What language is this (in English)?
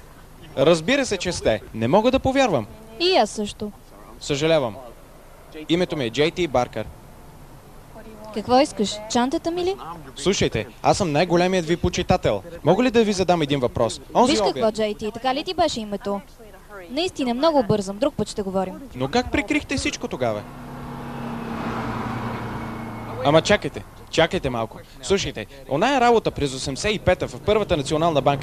Bulgarian